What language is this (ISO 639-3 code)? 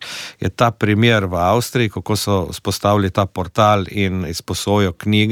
slv